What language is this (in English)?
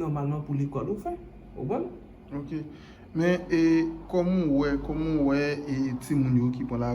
Haitian Creole